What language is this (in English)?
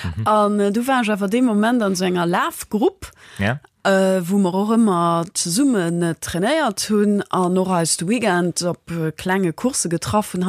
Luxembourgish